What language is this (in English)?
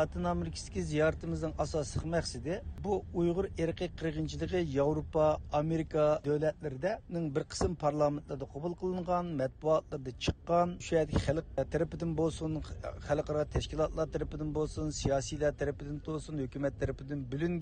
Uyghur